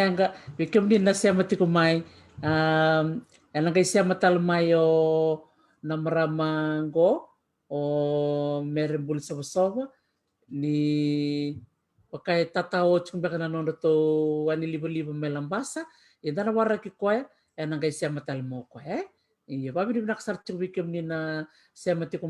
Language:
Fijian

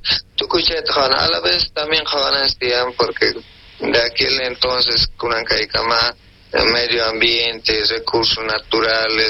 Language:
South Bolivian Quechua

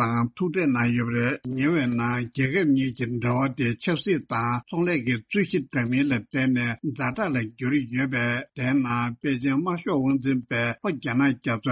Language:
Tibetan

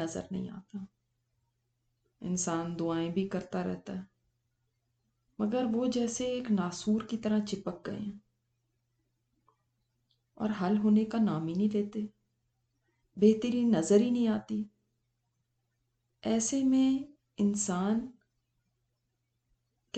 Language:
Urdu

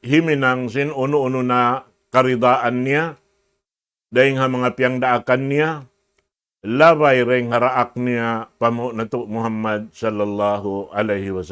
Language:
Tausug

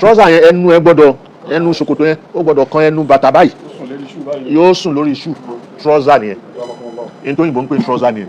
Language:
Yoruba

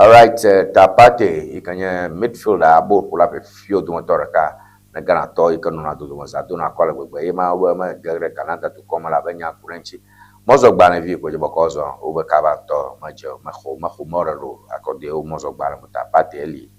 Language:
Ewe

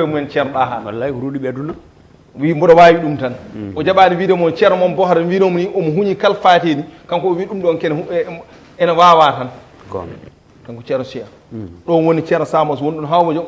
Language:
Fula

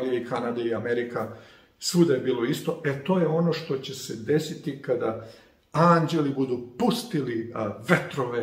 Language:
Serbian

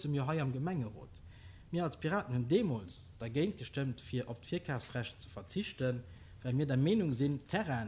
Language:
Luxembourgish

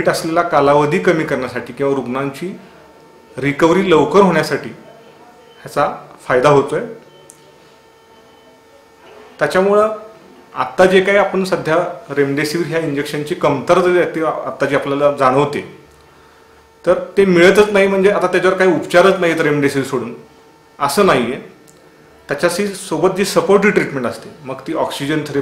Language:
Marathi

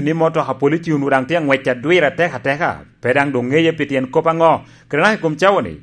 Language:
Lango (Uganda)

